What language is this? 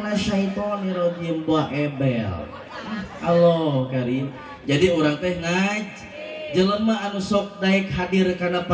Sundanese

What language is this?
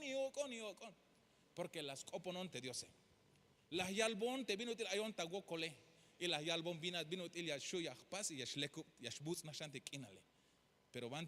Tzeltal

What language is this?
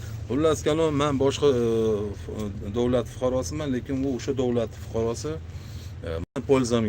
Uzbek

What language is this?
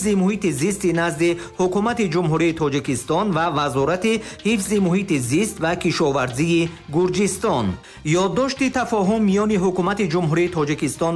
Tajik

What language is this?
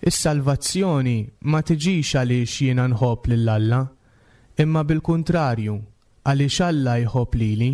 Maltese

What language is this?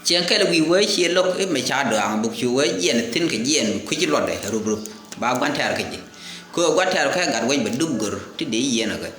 Nuer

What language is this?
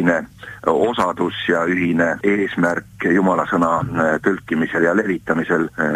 Estonian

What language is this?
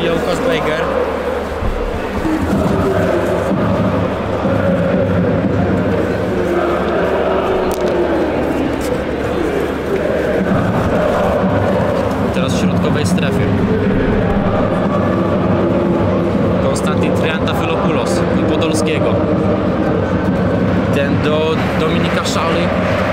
Polish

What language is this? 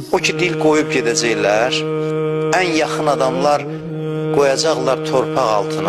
Azerbaijani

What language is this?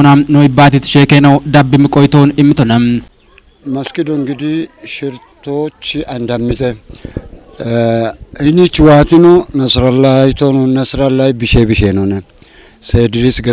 Kafa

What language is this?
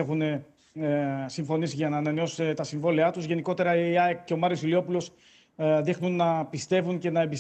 Greek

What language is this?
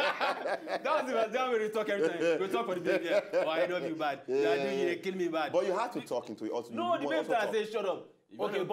Nigerian Pidgin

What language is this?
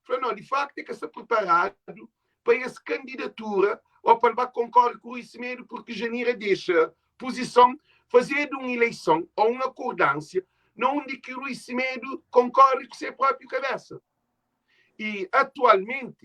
Kabuverdianu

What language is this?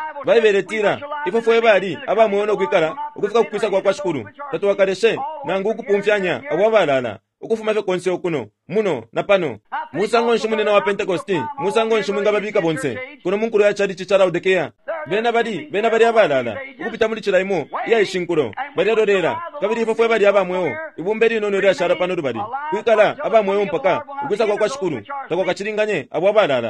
Bemba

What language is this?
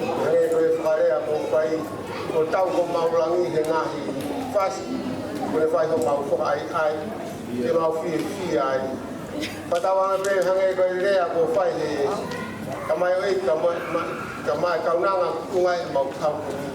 Tongan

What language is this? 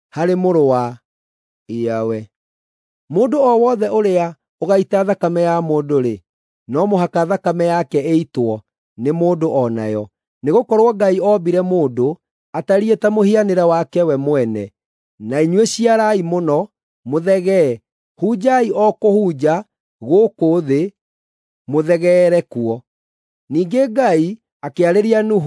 Kikuyu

